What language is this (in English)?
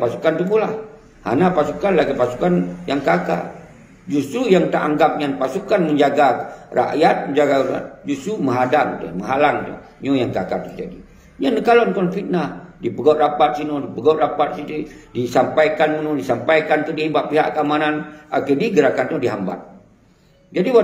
Achinese